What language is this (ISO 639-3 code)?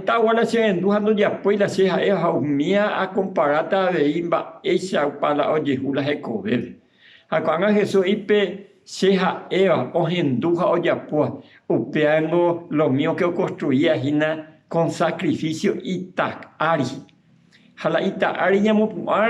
grn